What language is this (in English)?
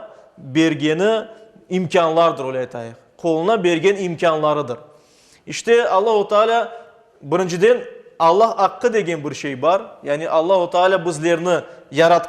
Crimean Tatar